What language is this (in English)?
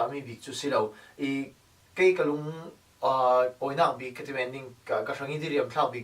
Falam Chin